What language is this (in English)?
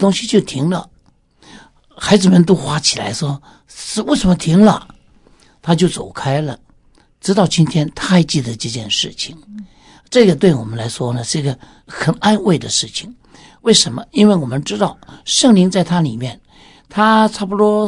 Chinese